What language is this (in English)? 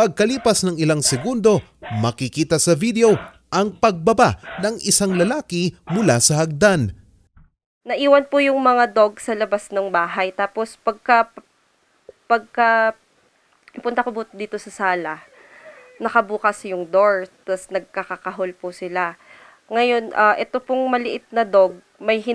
Filipino